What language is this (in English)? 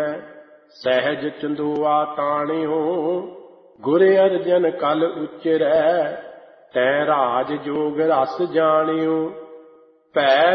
Punjabi